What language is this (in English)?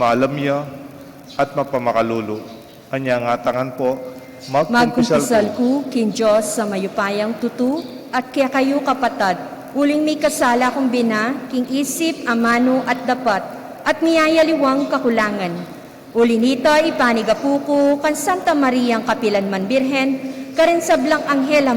Pampanga